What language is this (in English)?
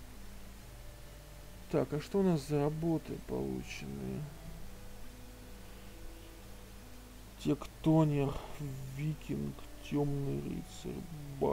Russian